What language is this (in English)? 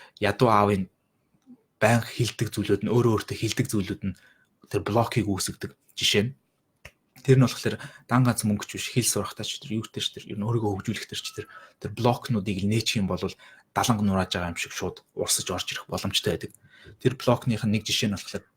Mongolian